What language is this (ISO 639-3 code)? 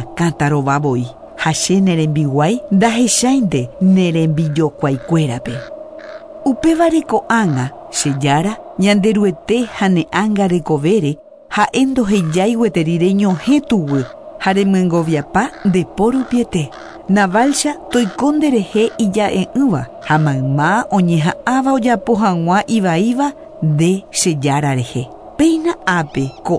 grn